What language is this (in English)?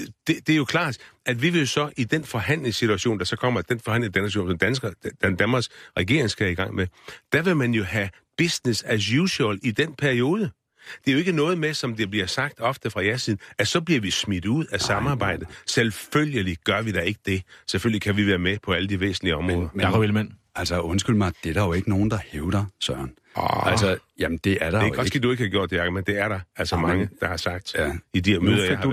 Danish